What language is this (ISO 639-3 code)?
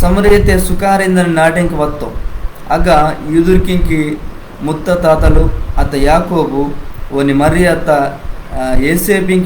kff